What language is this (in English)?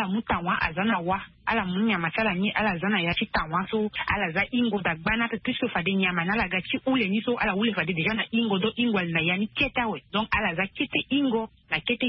Sango